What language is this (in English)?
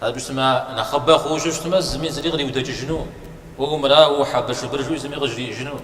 Kabardian